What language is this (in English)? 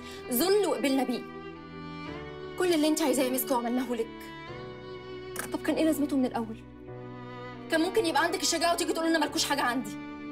Egyptian Arabic